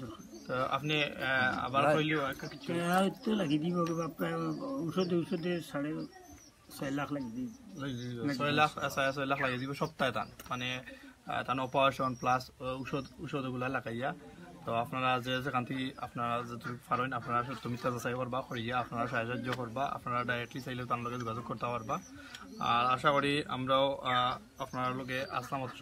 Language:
Sylheti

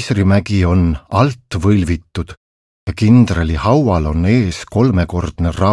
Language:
Estonian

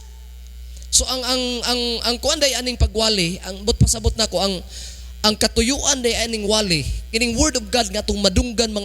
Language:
Cebuano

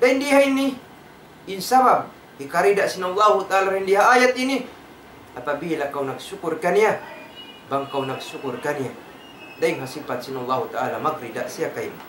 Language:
Tausug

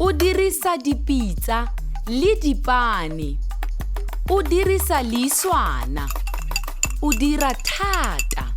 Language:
Tswana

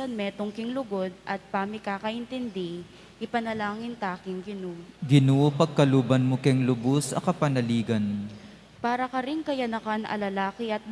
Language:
Pampanga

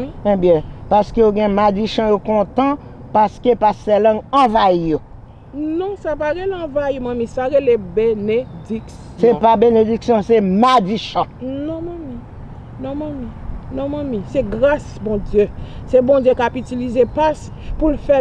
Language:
Haitian Creole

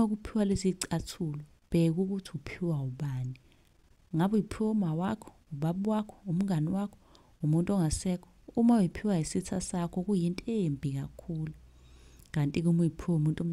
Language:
Zulu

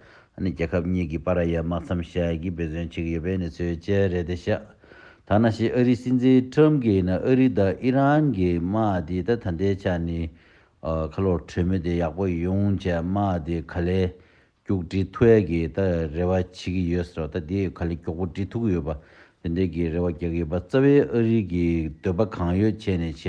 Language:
Tibetan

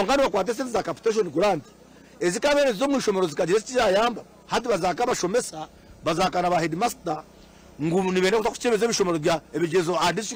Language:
Nyankole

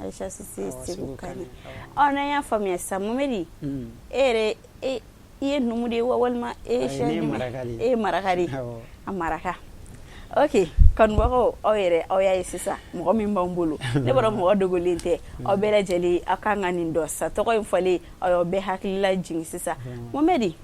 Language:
Bambara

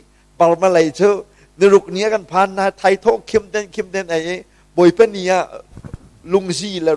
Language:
Hakha Chin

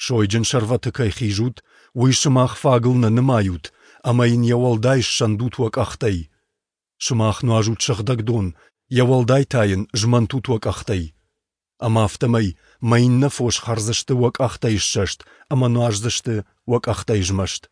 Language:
Ossetic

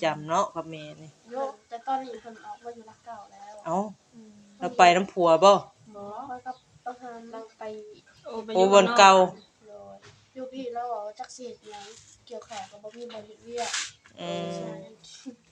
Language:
Northeastern Thai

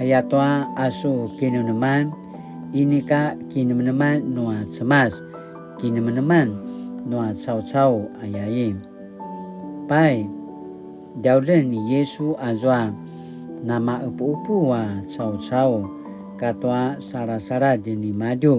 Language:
Paiwan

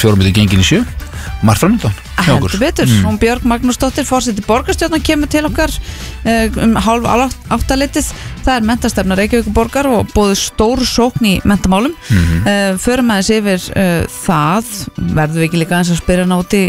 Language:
Icelandic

